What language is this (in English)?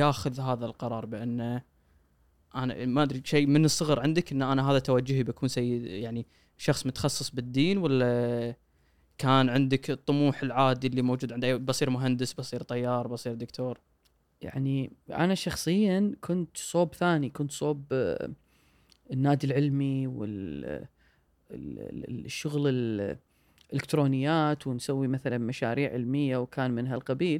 Gulf Arabic